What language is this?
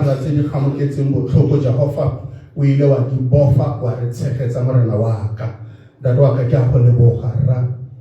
Tswana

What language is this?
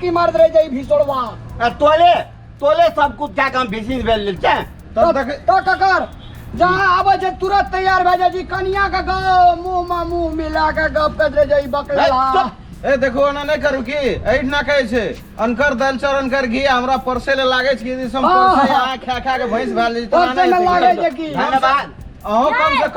Maithili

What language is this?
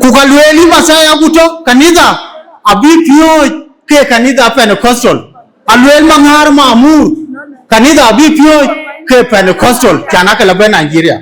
Dinka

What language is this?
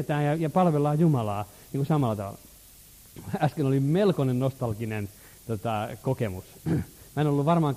Finnish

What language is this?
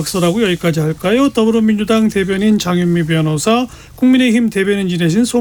Korean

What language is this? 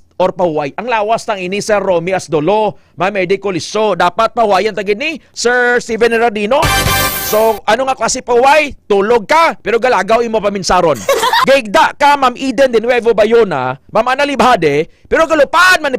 Hiligaynon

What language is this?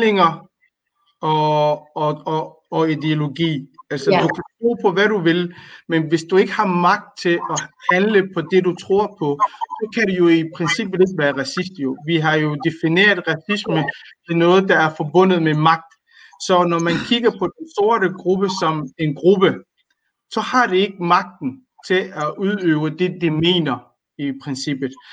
Danish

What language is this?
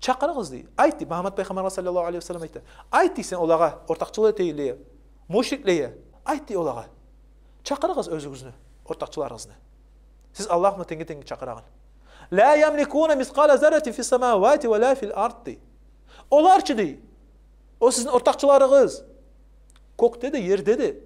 Kumyk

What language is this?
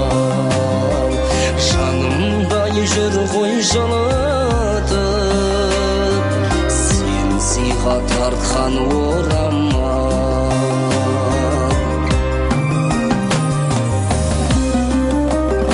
Kazakh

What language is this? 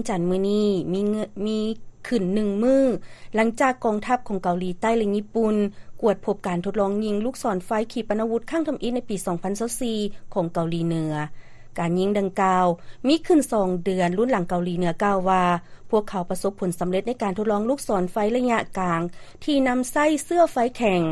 Lao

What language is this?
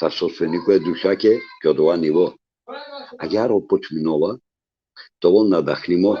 Balkan Romani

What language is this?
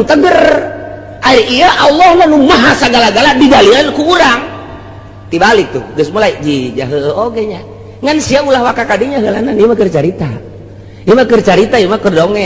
Sundanese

